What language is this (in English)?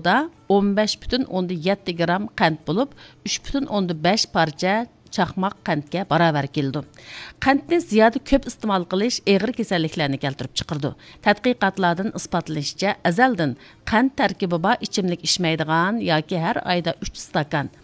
Uyghur